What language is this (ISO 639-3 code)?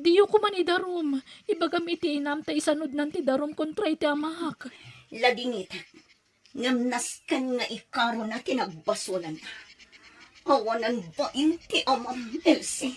ilo